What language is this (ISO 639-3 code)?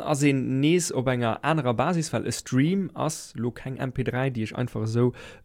ltz